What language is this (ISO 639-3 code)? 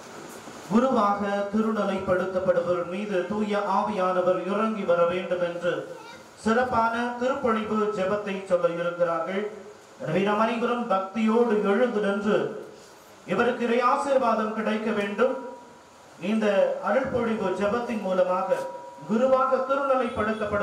tam